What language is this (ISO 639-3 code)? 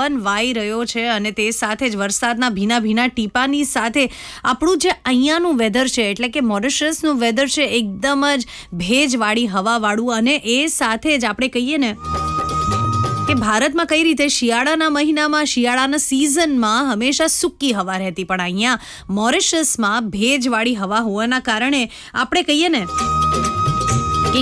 guj